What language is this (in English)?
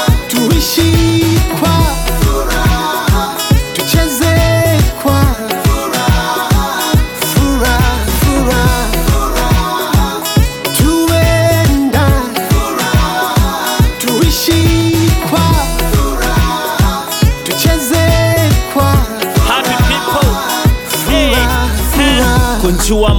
Swahili